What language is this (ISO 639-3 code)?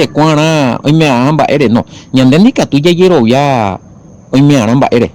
grn